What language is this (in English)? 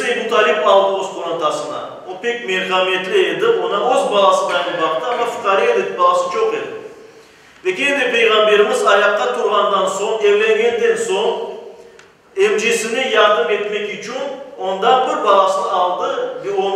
Crimean Tatar